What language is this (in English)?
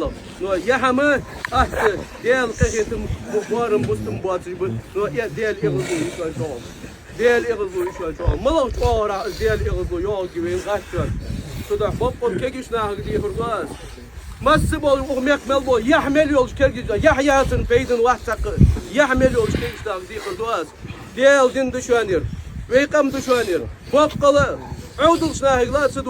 Ingush